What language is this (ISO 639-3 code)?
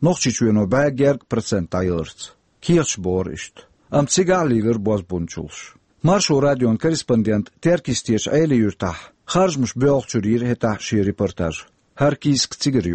che